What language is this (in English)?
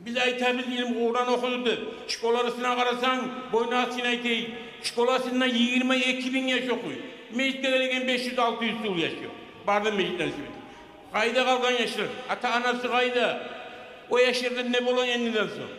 Kumyk